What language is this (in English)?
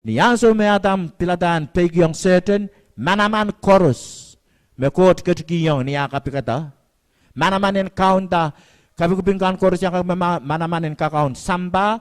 Pohnpeian